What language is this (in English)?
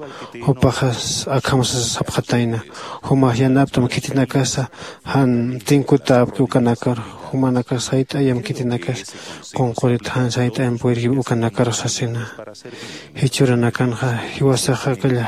Aymara